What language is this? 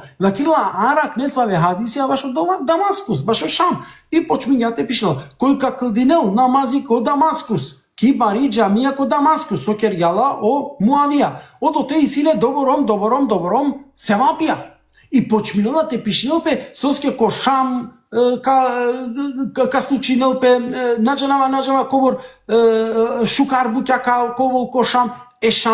Balkan Romani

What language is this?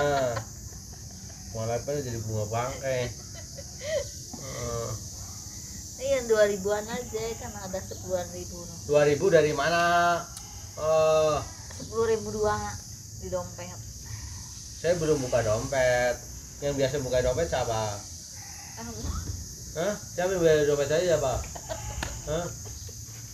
Indonesian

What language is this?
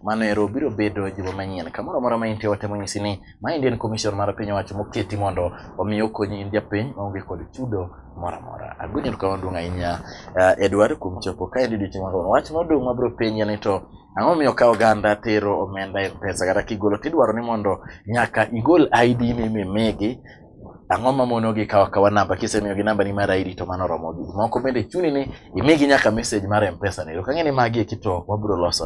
Luo (Kenya and Tanzania)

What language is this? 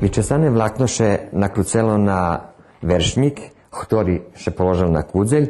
Rusyn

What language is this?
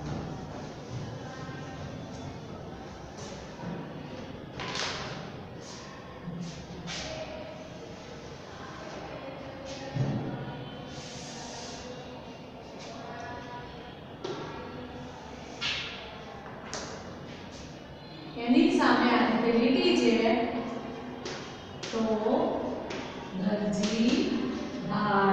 Gujarati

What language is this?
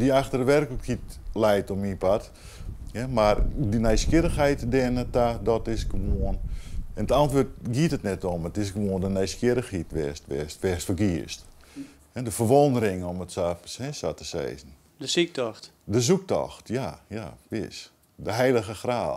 Western Frisian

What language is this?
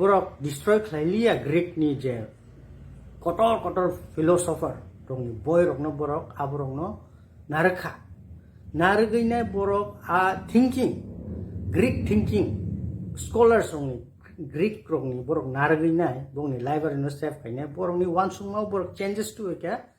Kok Borok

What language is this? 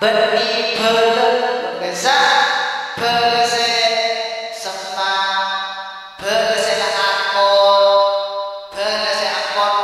Madurese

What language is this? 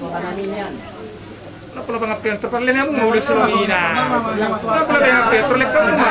Batak Toba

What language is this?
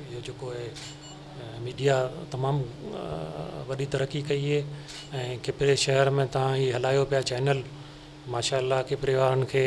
Sindhi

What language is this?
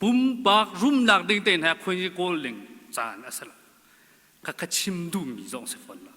Hakha Chin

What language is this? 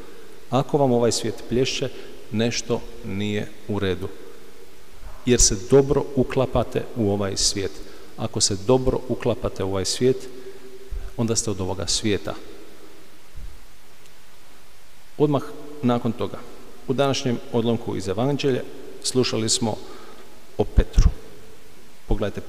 Croatian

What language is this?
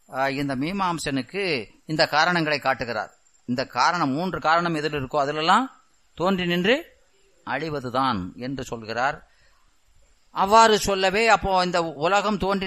Tamil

